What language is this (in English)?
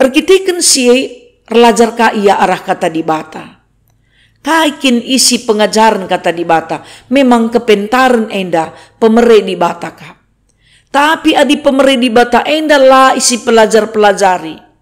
Batak Karo